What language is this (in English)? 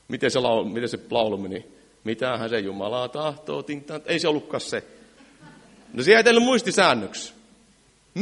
Finnish